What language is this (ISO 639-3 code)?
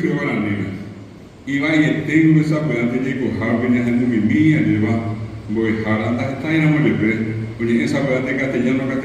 grn